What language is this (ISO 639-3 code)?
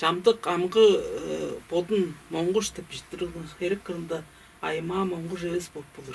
tyv